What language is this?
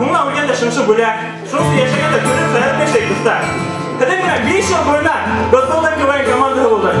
Bashkir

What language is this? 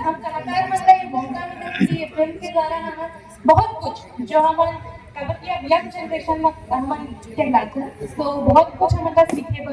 Chhattisgarhi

